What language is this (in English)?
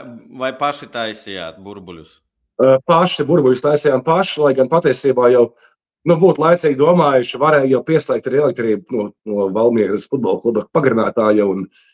Latvian